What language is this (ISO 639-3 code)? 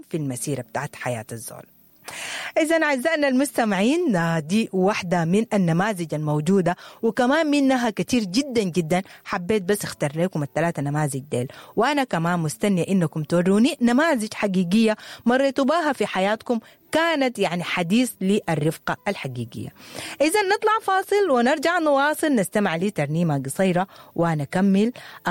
apd